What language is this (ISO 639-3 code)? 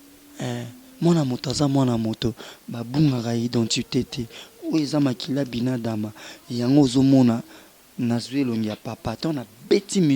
lin